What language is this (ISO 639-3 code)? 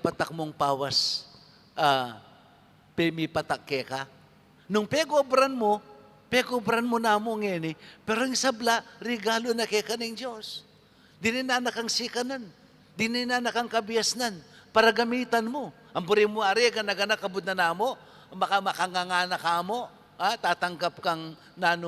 pam